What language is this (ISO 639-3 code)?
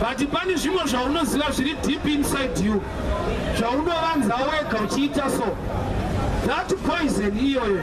sna